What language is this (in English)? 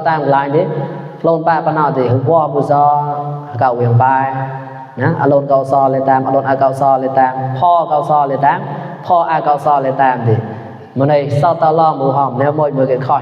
Mon